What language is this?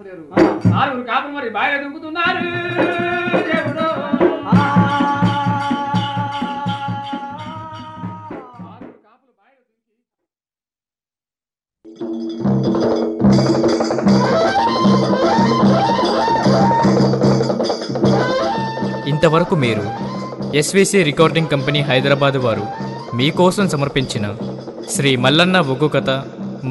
Telugu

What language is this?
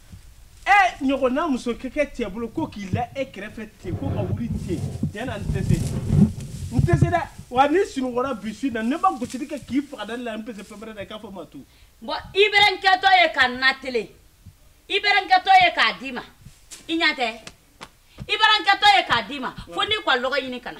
Bambara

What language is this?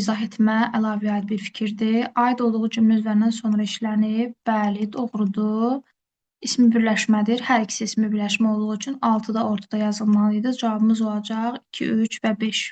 Azerbaijani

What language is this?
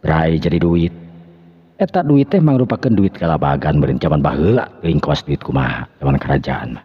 Sundanese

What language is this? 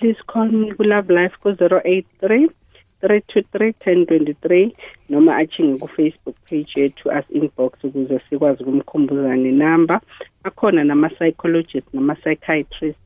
South Ndebele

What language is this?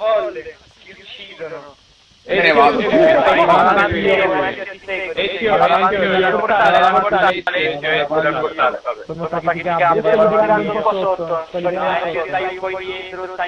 Italian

